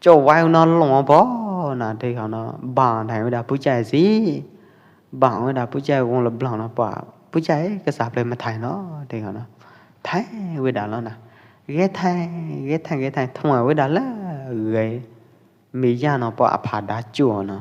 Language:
Pwo Eastern Karen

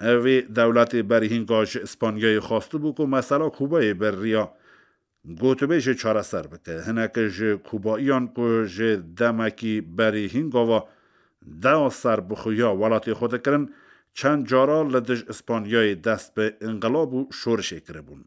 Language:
Kurdish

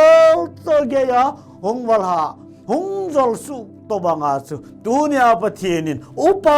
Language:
Thado Chin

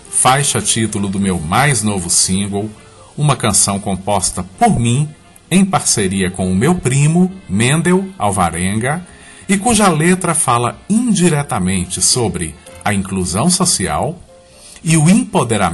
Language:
Portuguese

